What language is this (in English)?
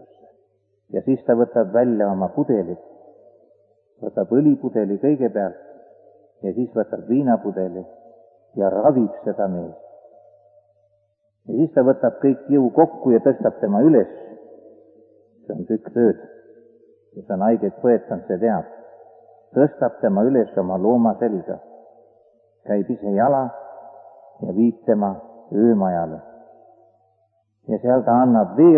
Estonian